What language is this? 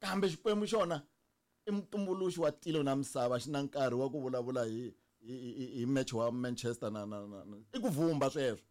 Tsonga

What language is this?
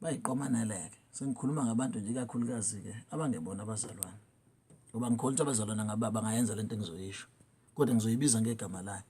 Zulu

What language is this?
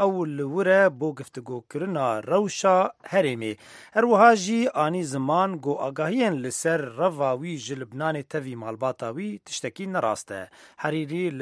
Central Kurdish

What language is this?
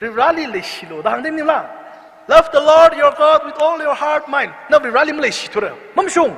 Tangkhul Naga (India)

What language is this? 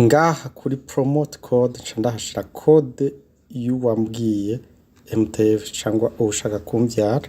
Rundi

